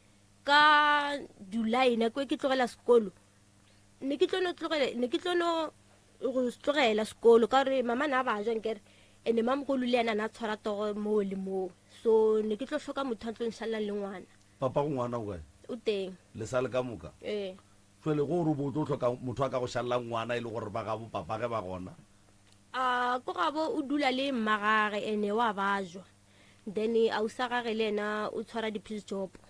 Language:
Northern Sotho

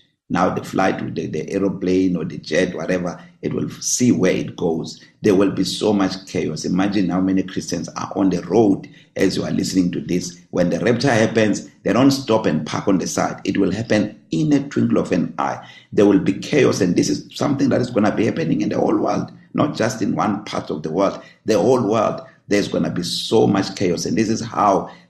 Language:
English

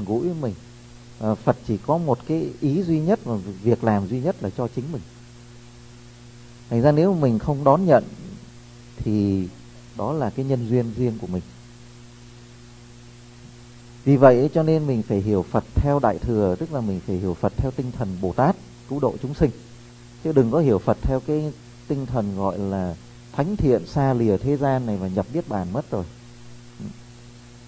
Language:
Vietnamese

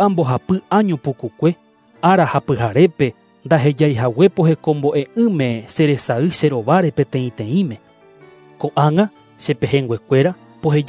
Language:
Guarani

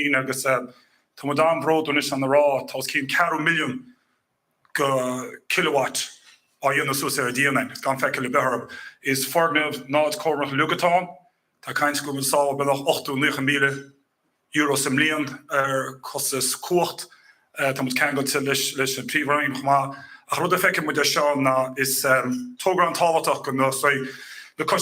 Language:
Irish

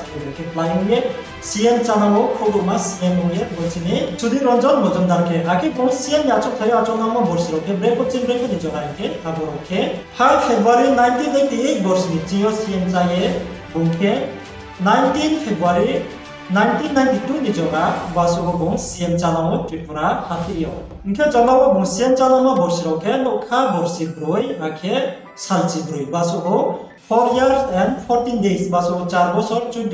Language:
Riang (India)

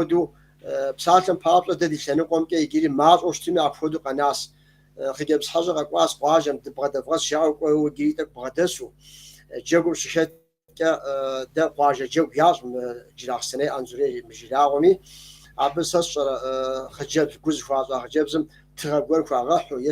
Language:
Kabardian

